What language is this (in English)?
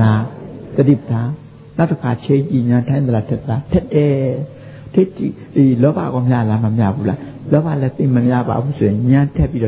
Burmese